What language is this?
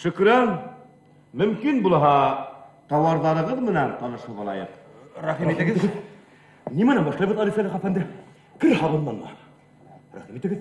Bashkir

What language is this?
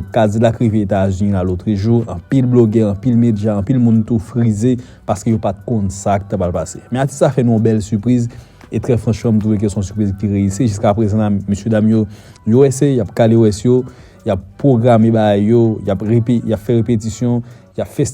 Haitian Creole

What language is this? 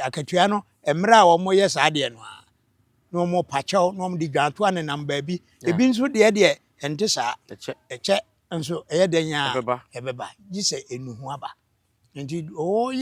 Akan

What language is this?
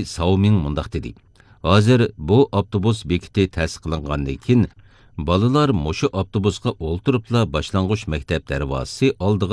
Uyghur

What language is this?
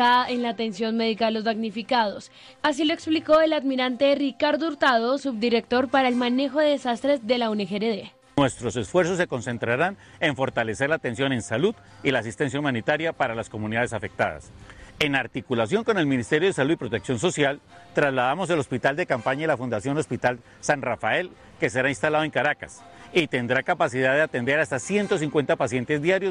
Spanish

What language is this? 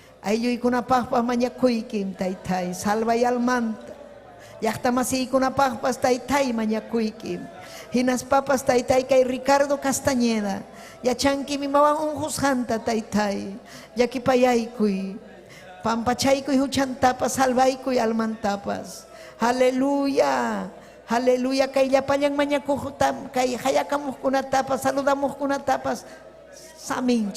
Ayacucho Quechua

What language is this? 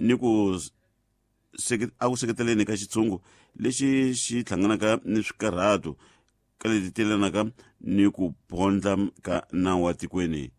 Tsonga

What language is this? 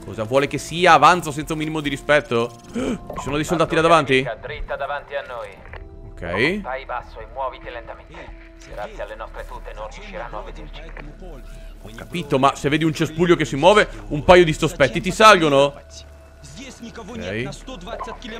Italian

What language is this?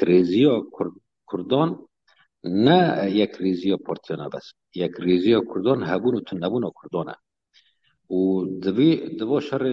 Kurdish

